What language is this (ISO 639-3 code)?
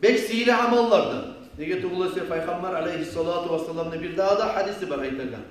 kum